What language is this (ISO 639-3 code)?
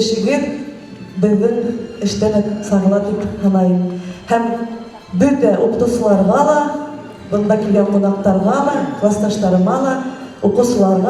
bak